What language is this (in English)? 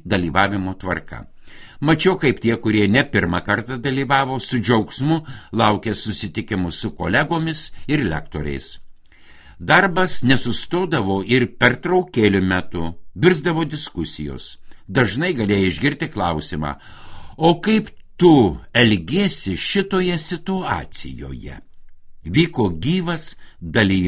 Lithuanian